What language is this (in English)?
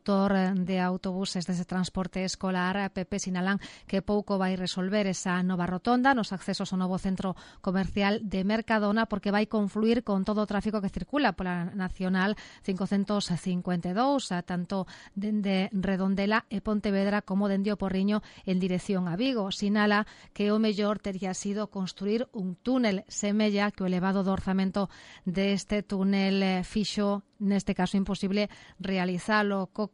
Galician